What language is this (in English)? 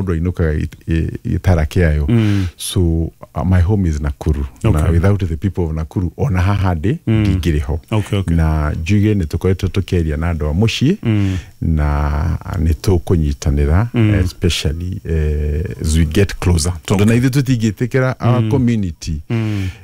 Kikuyu